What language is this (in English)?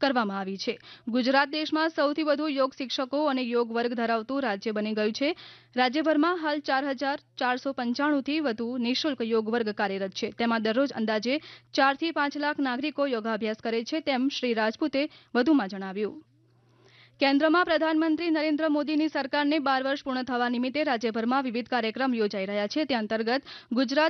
Gujarati